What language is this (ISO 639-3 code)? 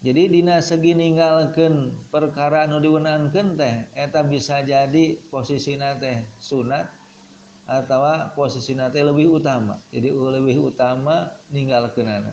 sun